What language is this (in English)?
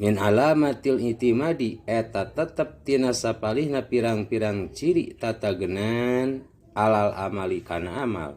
Sundanese